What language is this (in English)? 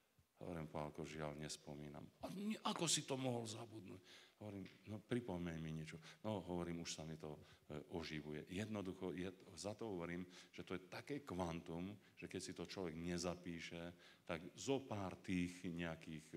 Slovak